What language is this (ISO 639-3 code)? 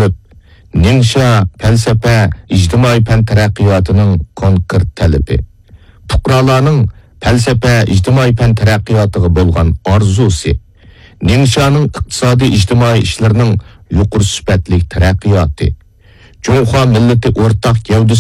uig